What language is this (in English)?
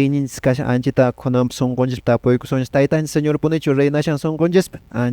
Quechua